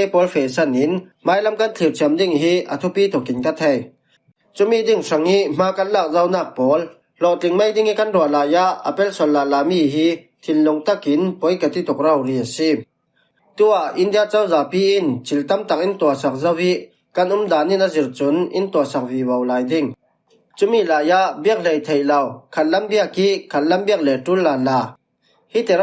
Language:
Falam Chin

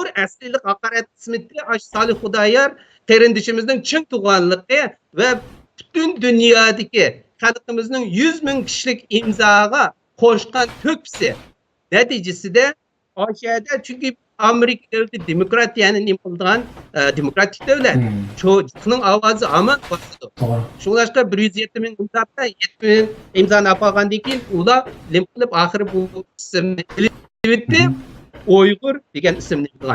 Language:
Uyghur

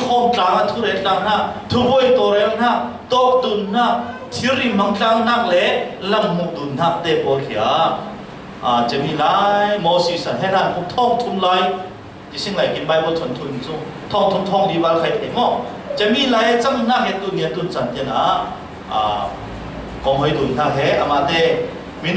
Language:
Falam Chin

